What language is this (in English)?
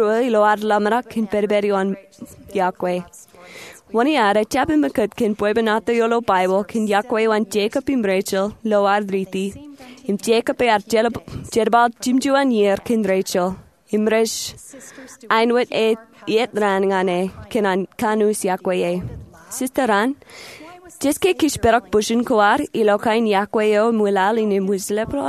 Marshallese